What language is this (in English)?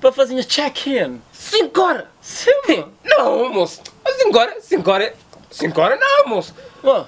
Kabuverdianu